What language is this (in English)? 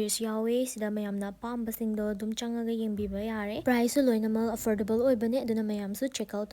Manipuri